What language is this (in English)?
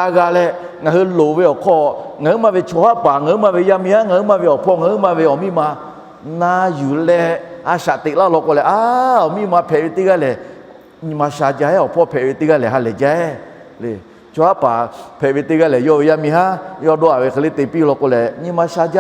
Lahu